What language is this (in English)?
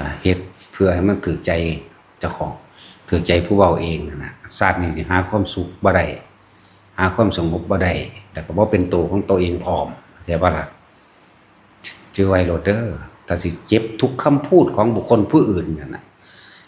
Lao